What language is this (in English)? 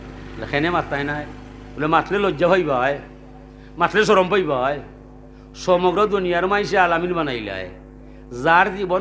Sylheti